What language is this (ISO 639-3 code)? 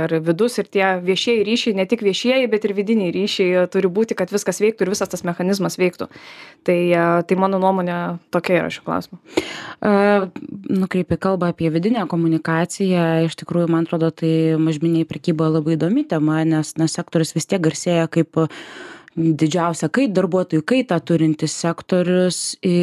lit